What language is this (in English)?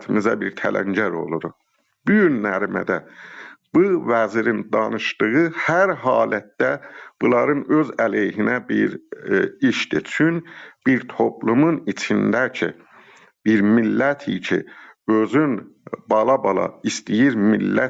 South Azerbaijani